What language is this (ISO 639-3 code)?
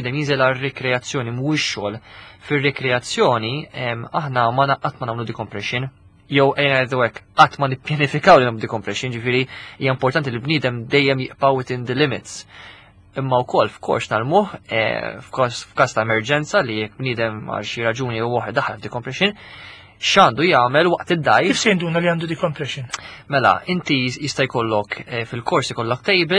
mlt